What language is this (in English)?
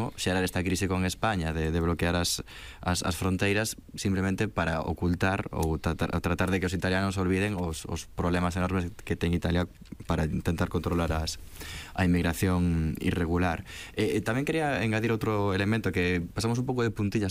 Galician